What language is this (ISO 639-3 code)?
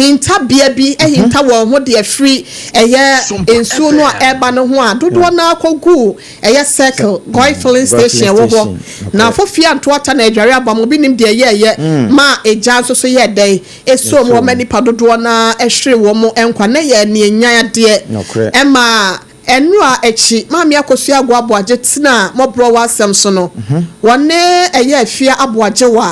aka